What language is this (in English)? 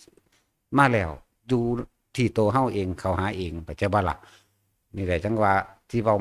Northeastern Thai